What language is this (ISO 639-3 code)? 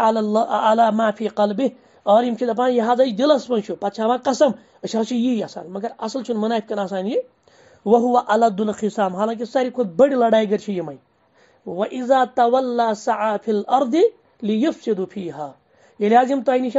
kas